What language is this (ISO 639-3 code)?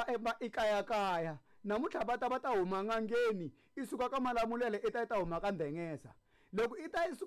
tso